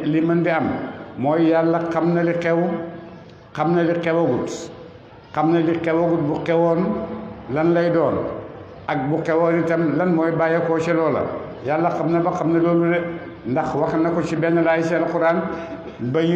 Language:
Wolof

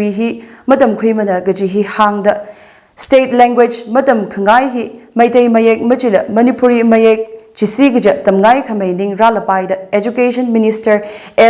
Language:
Tangkhul Naga (India)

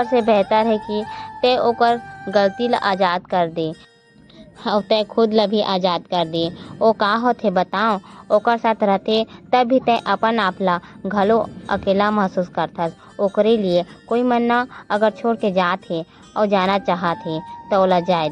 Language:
Chhattisgarhi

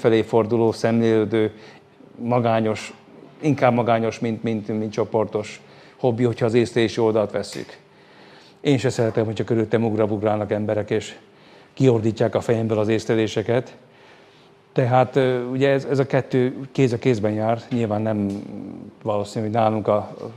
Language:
Hungarian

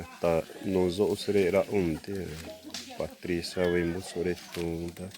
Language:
Xavánte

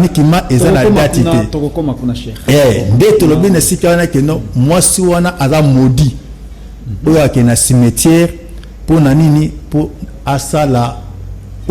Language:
Lingala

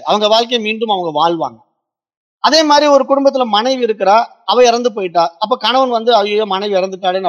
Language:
Tamil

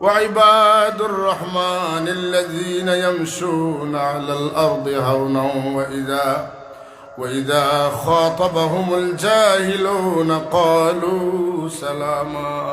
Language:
Sylheti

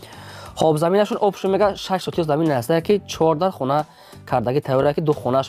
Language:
Tajik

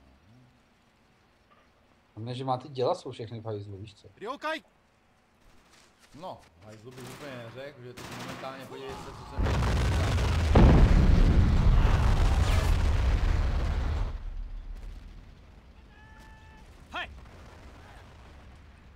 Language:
Czech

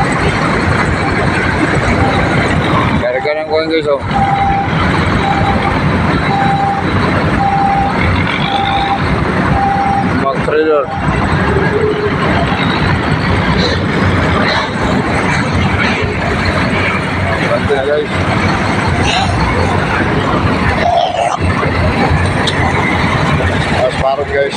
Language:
Filipino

